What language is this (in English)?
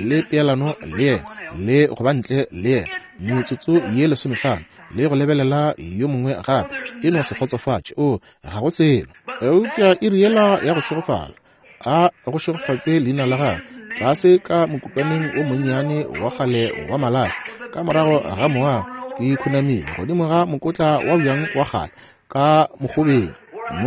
Northern Sotho